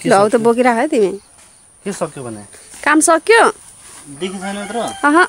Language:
Nepali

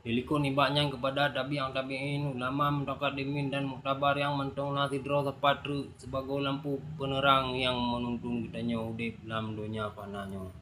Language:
Achinese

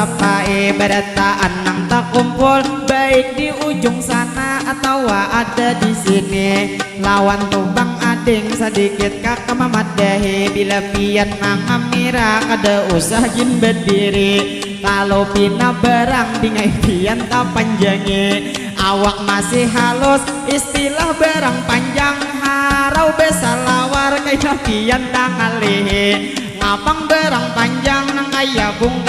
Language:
Banjar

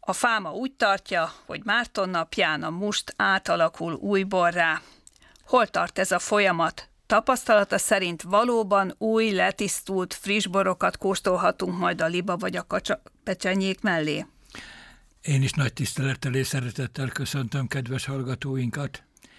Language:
Hungarian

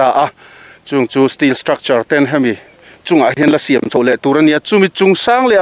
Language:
Mizo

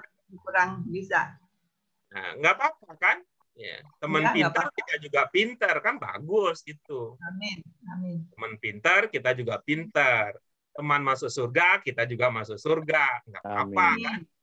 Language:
Indonesian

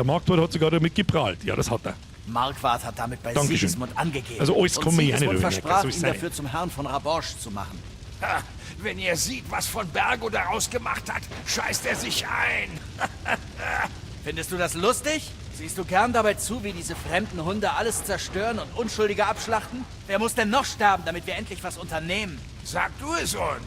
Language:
Bavarian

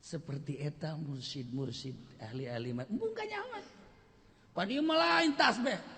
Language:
Sundanese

